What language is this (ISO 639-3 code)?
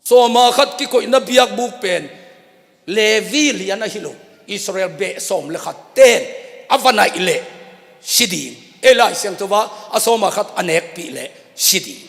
ctd